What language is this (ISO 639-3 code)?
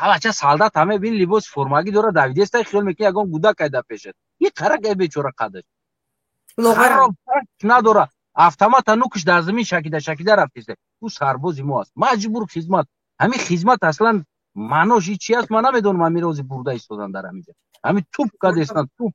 tgk